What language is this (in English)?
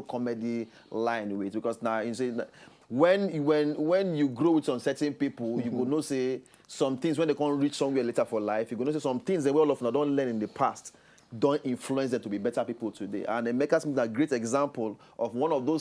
Nigerian Pidgin